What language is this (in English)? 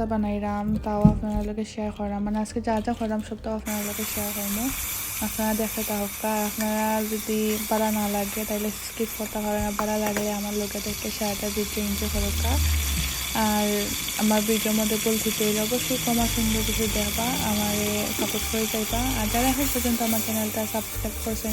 Sylheti